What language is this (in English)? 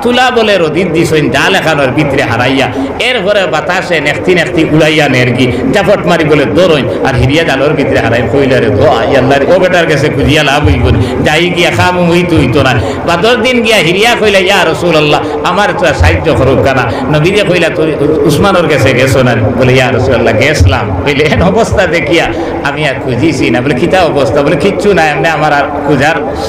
Sylheti